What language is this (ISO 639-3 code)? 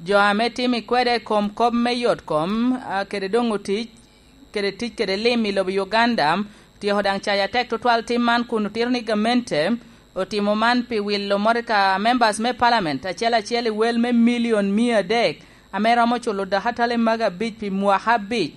laj